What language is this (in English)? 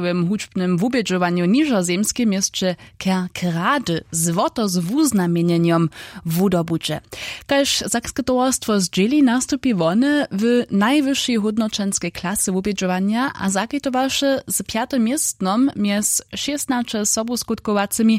Upper Sorbian